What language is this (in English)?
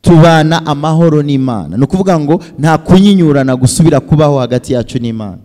Rundi